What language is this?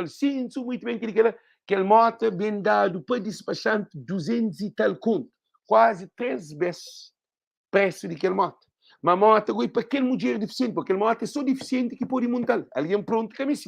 Kabuverdianu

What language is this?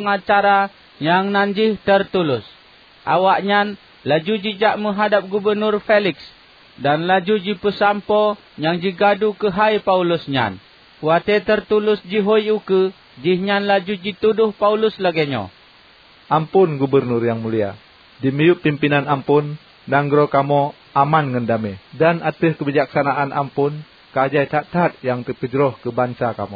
Achinese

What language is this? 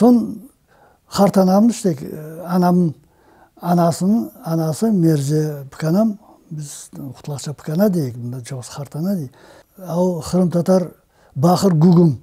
Crimean Tatar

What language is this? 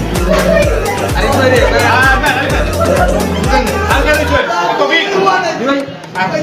Sylheti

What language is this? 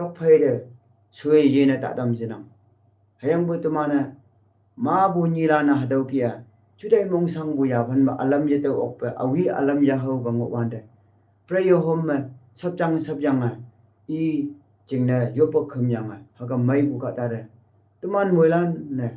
Konyak Naga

